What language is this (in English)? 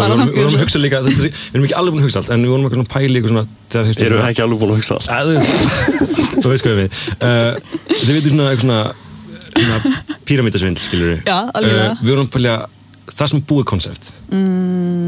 Icelandic